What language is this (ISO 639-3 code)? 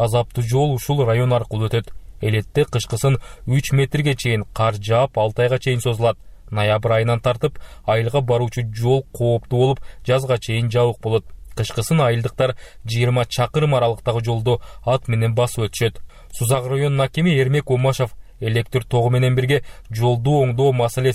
kir